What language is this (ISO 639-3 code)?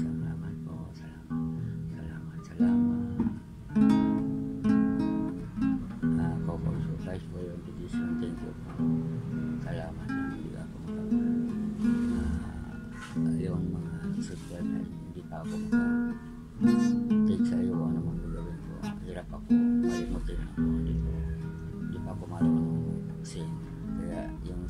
fil